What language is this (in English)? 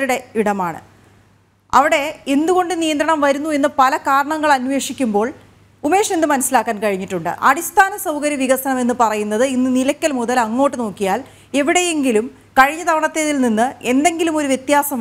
Malayalam